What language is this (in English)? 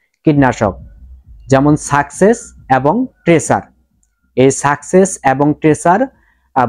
Bangla